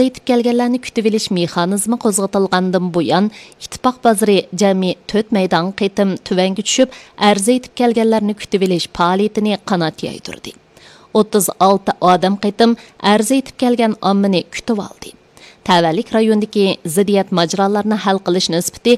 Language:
Uyghur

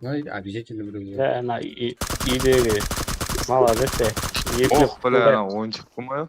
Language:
Kara-Kalpak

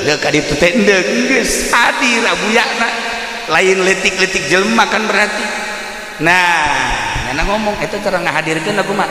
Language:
Sundanese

